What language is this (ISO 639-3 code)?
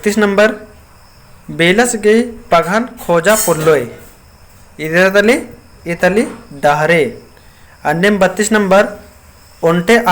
kru